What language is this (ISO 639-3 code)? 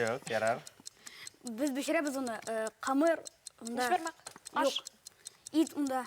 bak